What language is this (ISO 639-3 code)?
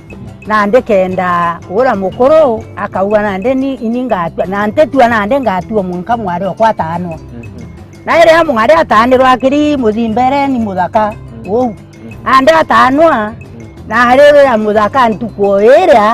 mer